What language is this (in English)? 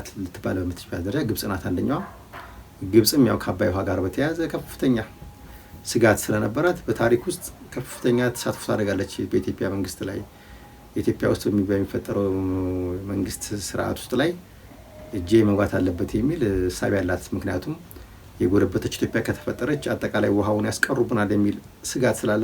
Amharic